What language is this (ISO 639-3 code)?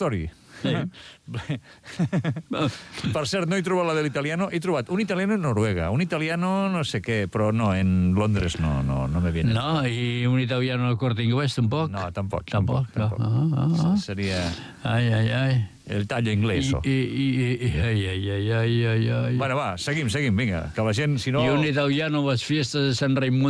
cat